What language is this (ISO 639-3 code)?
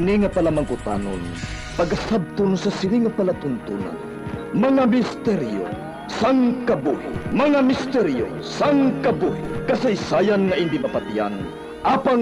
hil